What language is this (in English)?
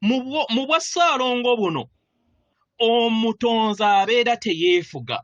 Ganda